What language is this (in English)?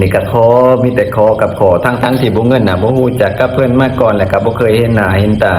Lao